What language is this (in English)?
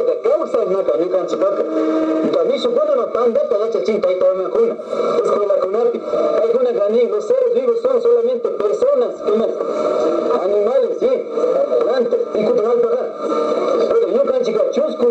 Imbabura Highland Quichua